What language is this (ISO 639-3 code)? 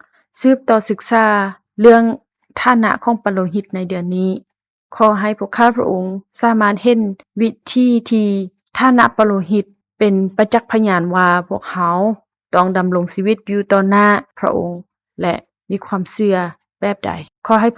lao